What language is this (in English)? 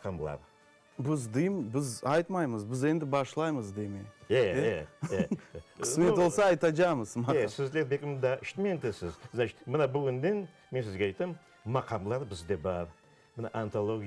Crimean Tatar